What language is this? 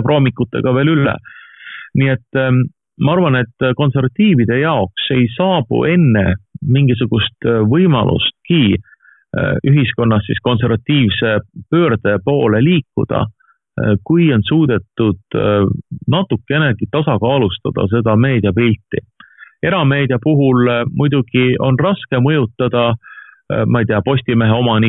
Estonian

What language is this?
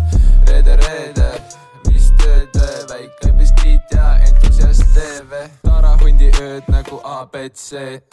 Estonian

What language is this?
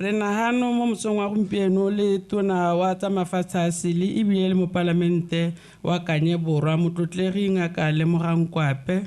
Tswana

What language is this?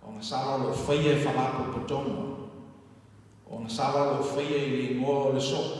Samoan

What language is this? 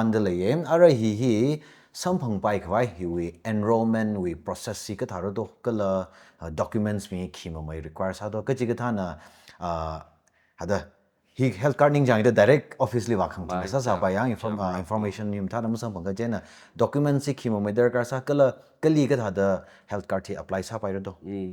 Tangkhul Naga (India)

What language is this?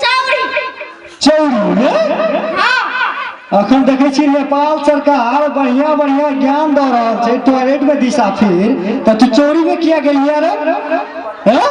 Maithili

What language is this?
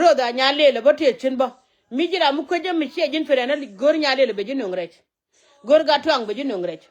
Nuer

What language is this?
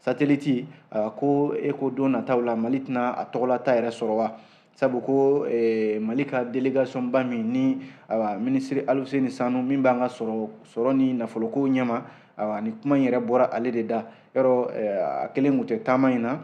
Bambara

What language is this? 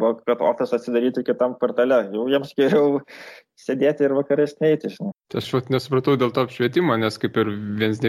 Lithuanian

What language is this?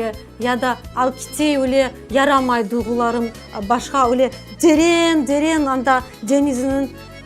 Crimean Tatar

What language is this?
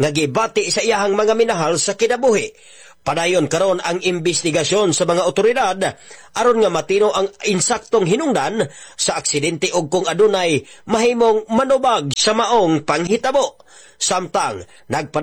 Cebuano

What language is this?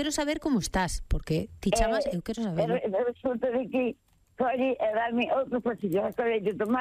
Galician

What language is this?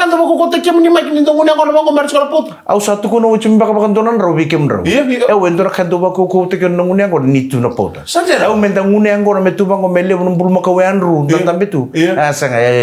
Fijian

